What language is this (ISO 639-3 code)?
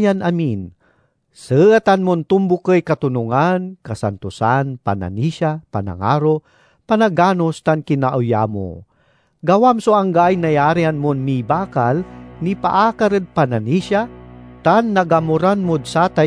pag